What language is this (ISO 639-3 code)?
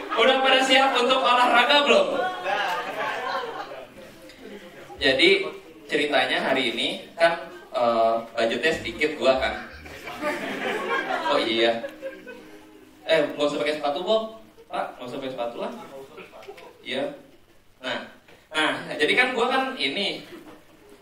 ind